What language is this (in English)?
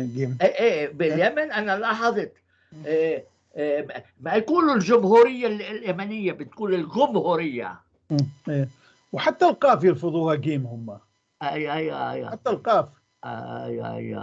North Levantine Arabic